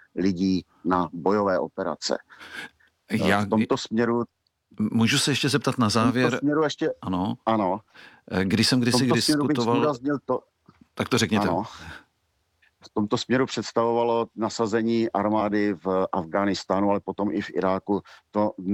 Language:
Czech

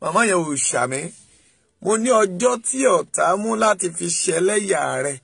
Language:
Yoruba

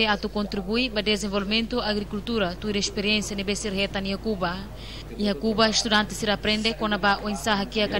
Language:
Tetum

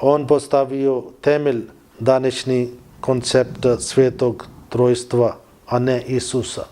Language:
Bosnian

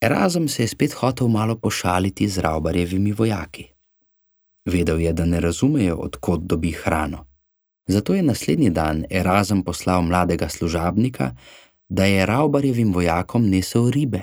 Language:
Slovenian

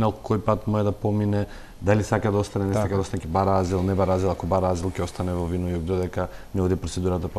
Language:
Macedonian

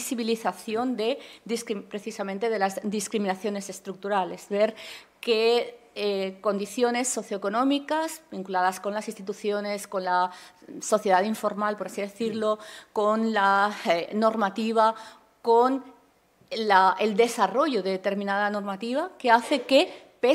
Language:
Spanish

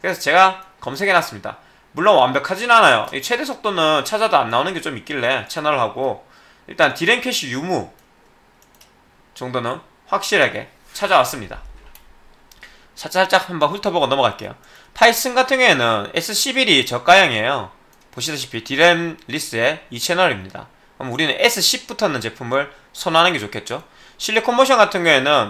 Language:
Korean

